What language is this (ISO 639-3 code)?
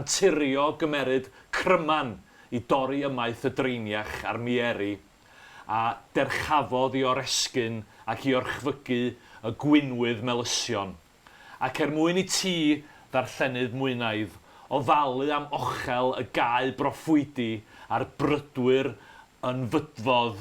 cym